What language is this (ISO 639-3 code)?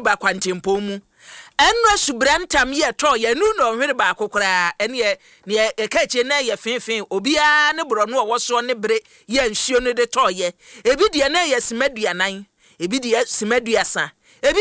aka